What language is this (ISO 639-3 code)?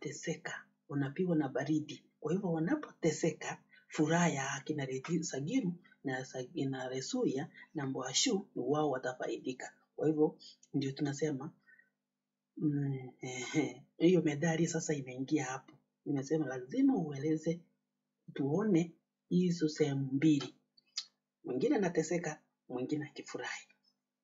swa